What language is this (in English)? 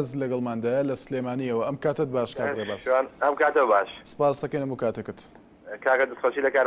Central Kurdish